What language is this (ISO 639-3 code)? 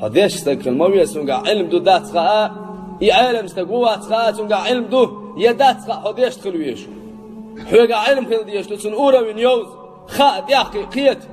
che